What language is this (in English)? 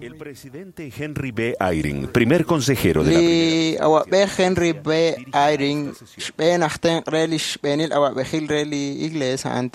Kekchí